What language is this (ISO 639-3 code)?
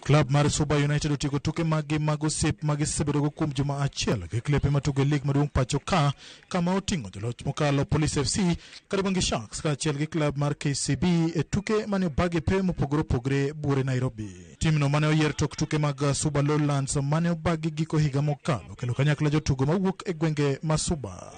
luo